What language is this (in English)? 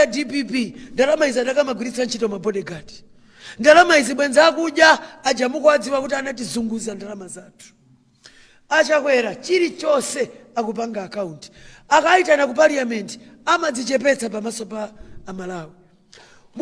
Nyanja